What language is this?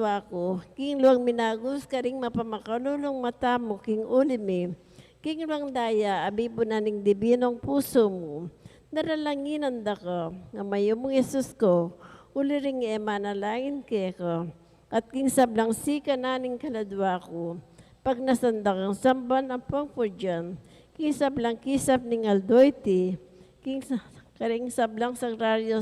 Pampanga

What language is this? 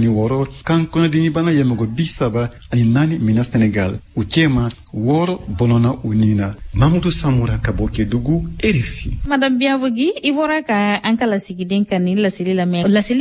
Bambara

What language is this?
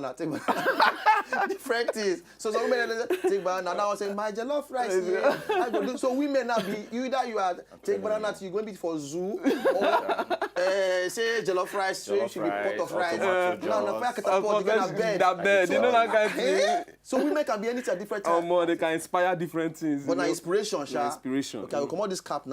Nigerian Pidgin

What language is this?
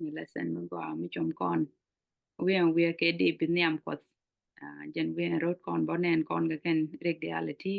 Nuer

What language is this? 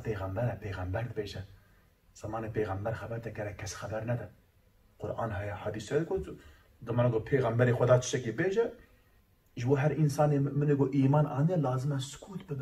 Kurdish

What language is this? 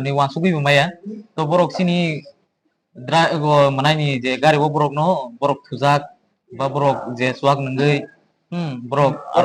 Kok Borok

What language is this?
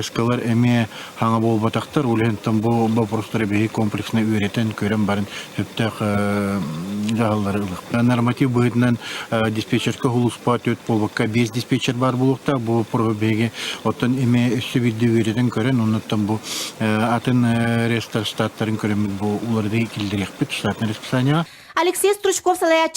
Yakut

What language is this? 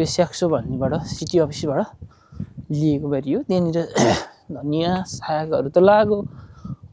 Nepali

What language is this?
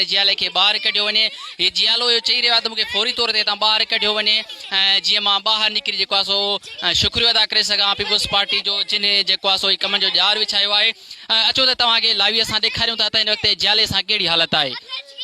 Sindhi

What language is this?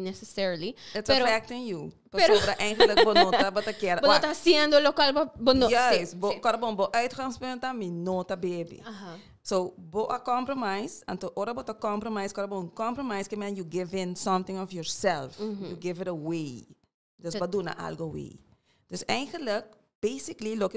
Papiamento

